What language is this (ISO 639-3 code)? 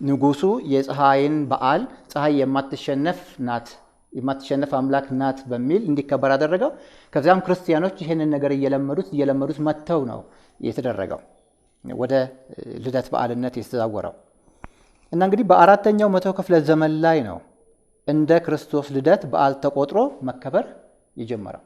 amh